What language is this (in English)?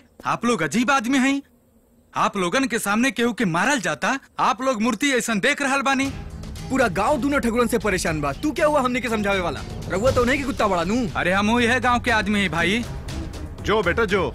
Bhojpuri